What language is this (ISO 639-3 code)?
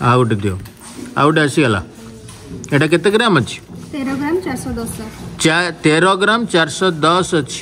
ori